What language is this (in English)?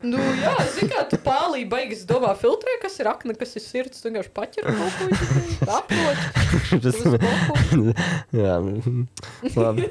Latvian